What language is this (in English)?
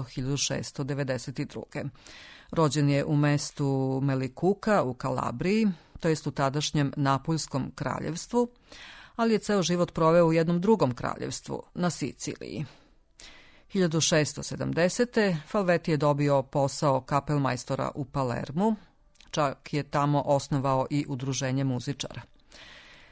Serbian